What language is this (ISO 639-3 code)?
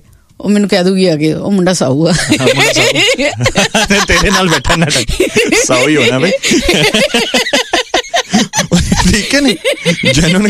pan